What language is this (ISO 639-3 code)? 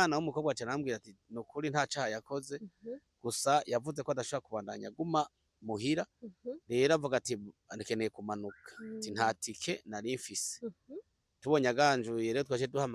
run